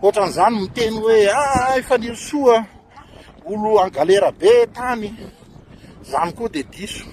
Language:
Malagasy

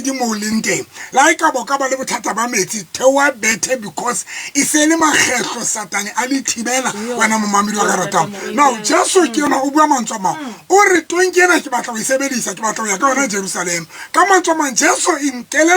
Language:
Southern Sotho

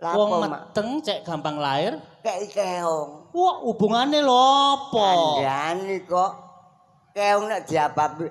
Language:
Javanese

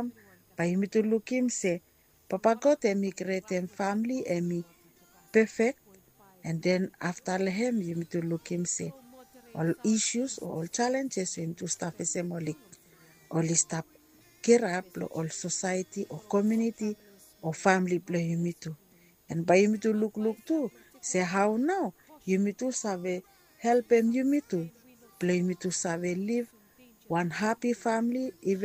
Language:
Bislama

